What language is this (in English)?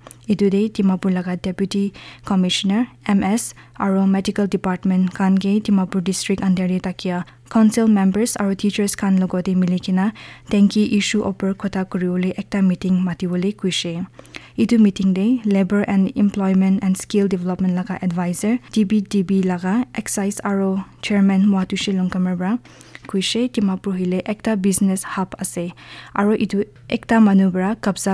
Naga Pidgin